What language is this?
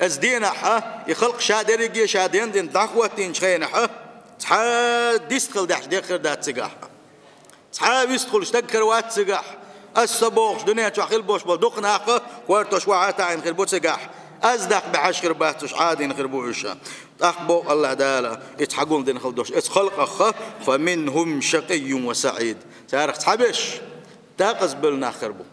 Chechen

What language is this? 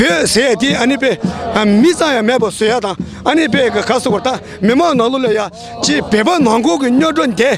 Tibetan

